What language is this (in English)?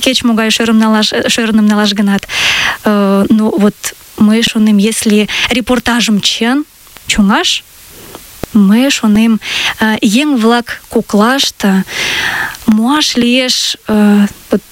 Mari